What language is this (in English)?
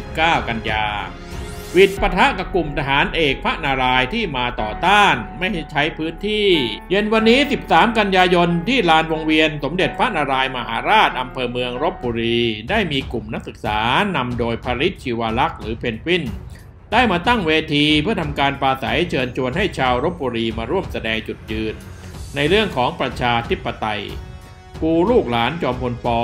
Thai